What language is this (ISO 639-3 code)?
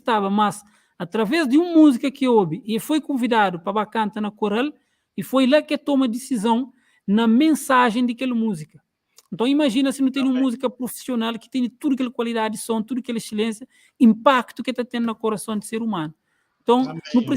kea